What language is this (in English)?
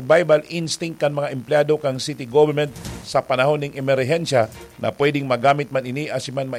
Bikol